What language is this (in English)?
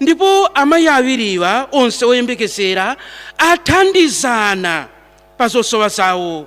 Nyanja